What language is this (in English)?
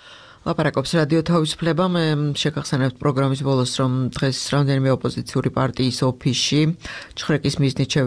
Georgian